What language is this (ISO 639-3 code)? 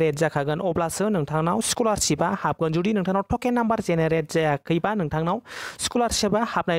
brx